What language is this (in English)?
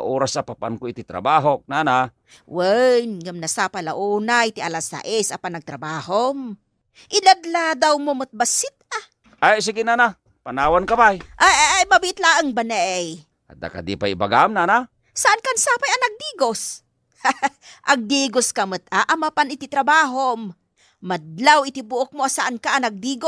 Iloko